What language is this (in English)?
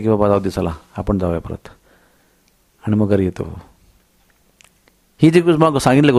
Marathi